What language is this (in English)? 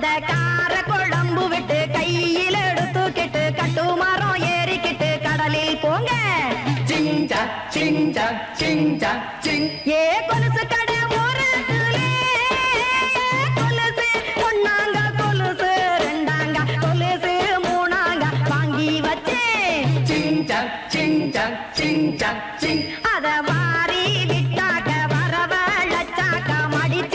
Tamil